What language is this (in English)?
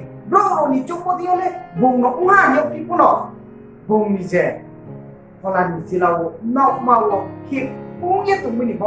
Riang (India)